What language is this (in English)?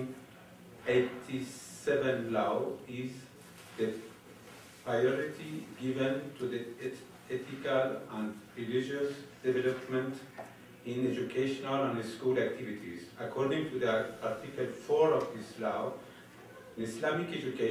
English